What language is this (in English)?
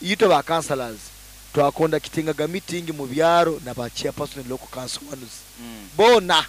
Nyoro